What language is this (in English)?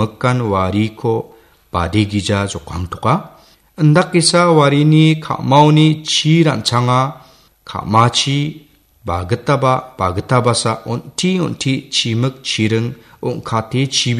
Garo